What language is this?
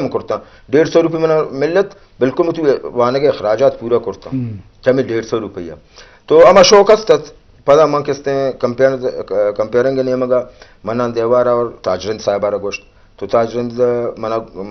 Eastern Balochi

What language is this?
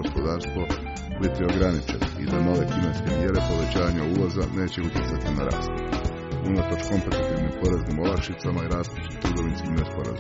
Croatian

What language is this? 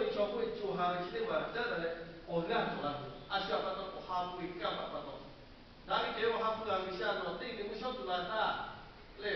Lahu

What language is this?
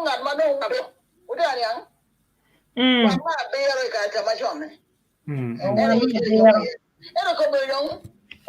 Acoli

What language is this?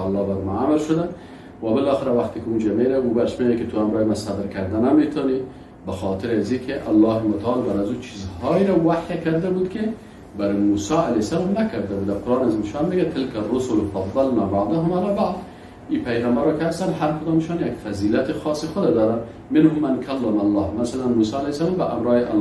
Persian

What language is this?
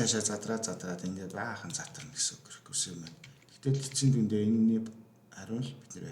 Mongolian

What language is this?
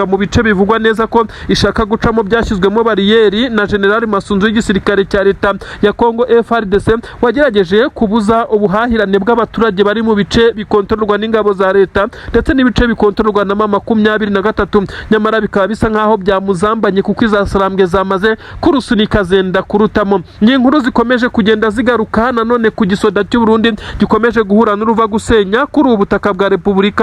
Kinyarwanda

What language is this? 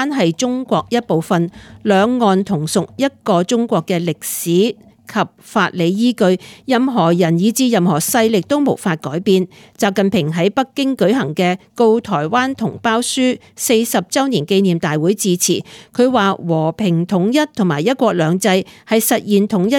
Cantonese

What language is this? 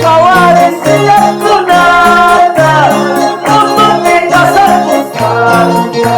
Quechua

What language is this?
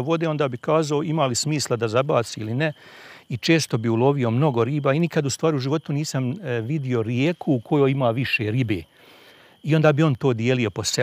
Bosnian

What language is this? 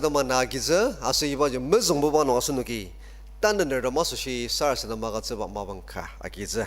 Ao Naga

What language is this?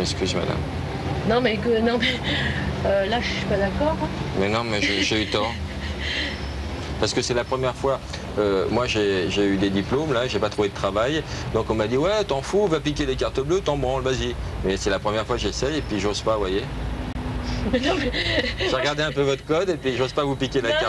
French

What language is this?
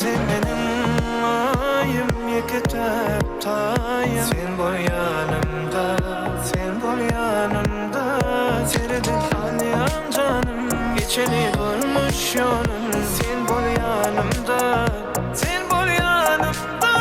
Turkmen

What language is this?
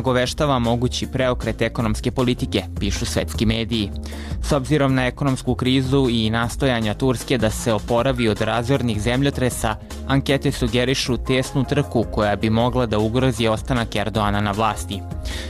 Serbian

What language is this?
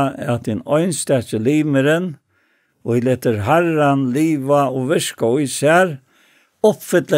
Faroese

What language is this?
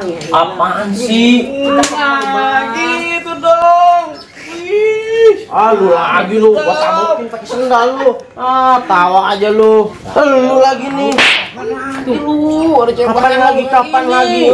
Betawi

